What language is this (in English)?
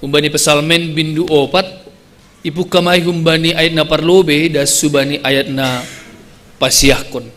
Batak Simalungun